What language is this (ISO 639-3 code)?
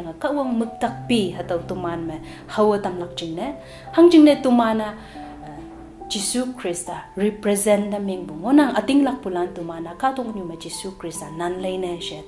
nbe